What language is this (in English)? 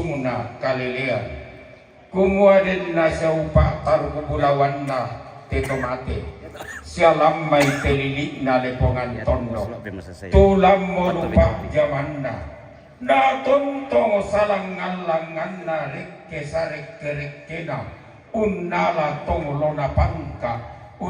Toraja-Sa'dan